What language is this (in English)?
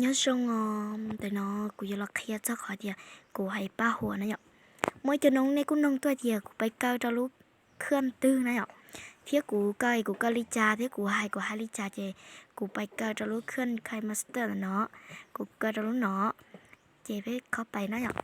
Hmong